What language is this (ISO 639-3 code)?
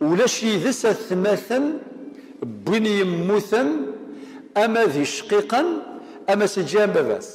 kab